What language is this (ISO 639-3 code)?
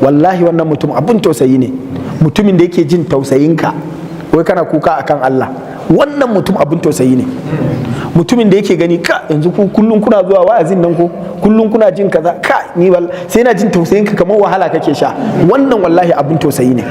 hau